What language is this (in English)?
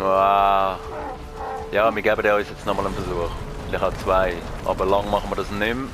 Swiss German